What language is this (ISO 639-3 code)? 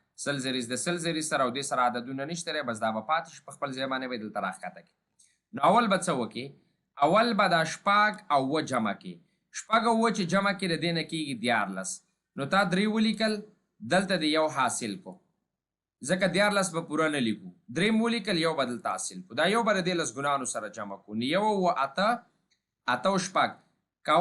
pus